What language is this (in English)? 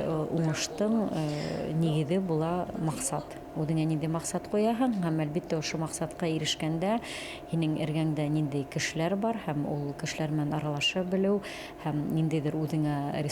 Bashkir